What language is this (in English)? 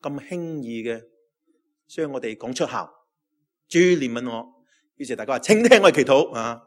Cantonese